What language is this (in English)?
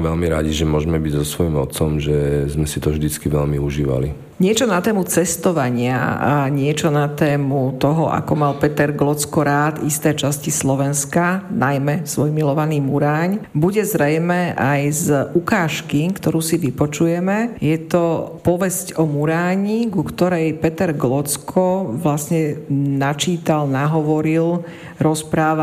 Slovak